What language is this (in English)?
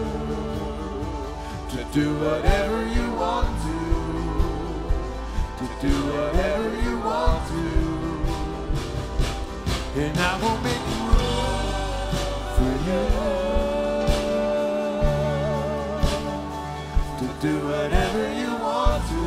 English